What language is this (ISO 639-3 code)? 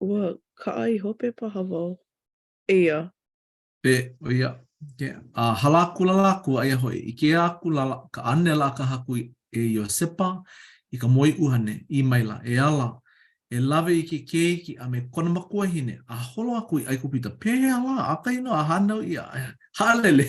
haw